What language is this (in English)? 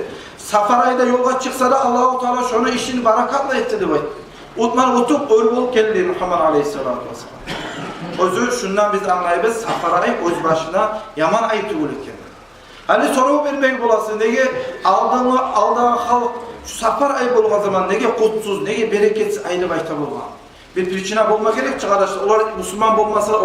Kumyk